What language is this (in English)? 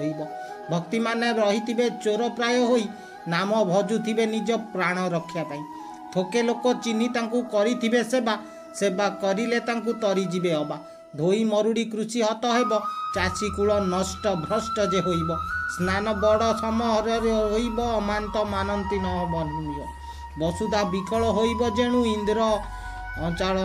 Odia